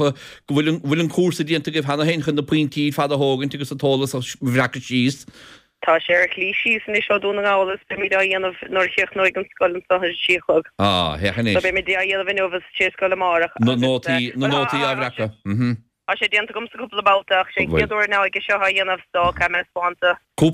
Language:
Irish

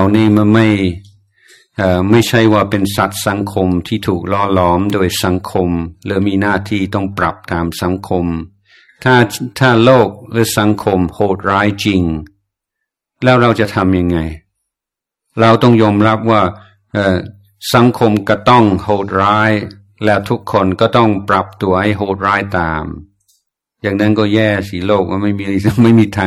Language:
Thai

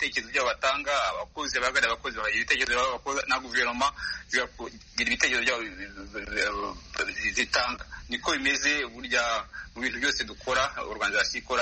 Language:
Kinyarwanda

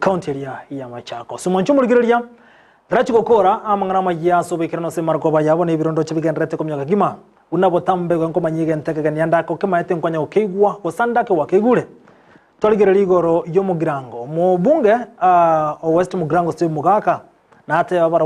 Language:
Gusii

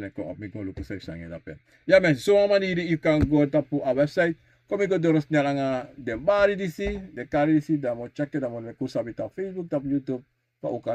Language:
Sranan Tongo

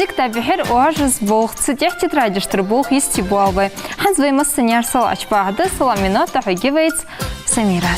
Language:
Ingush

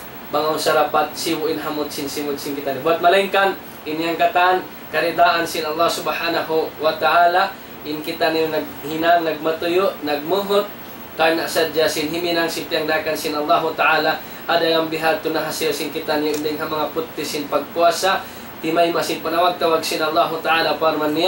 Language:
Tausug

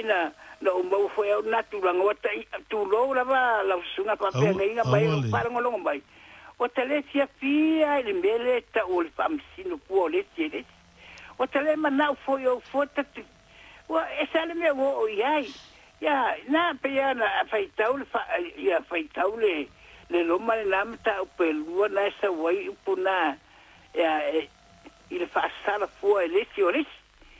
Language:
Samoan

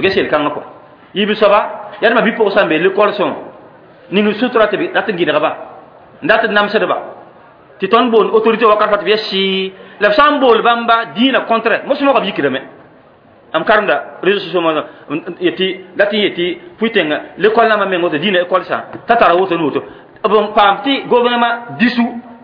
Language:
Mossi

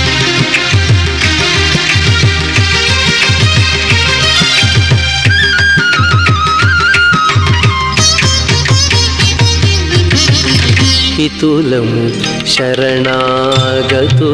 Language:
Telugu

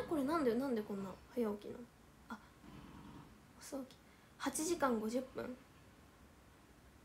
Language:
Japanese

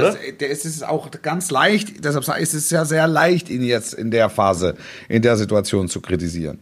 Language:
German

